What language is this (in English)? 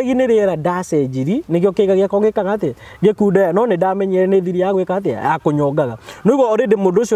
Kikuyu